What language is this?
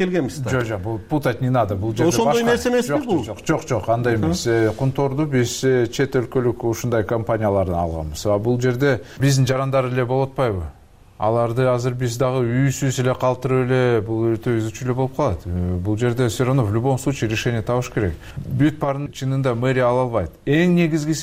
Kyrgyz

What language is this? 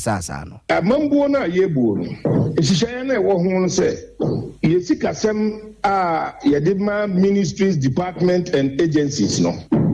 Akan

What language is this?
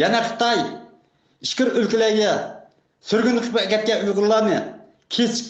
Uyghur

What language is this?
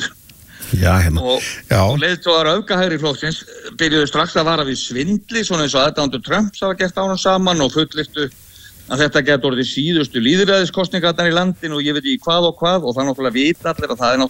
Icelandic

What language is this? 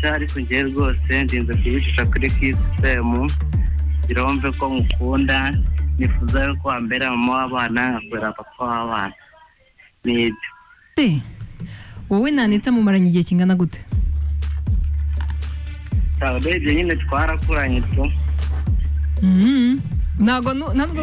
Kinyarwanda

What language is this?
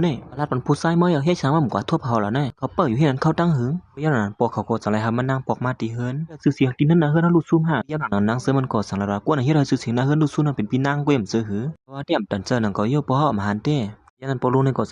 Shan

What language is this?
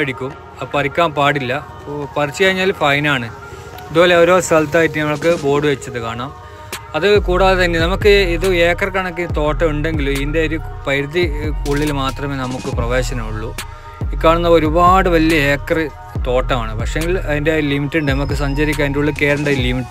Malayalam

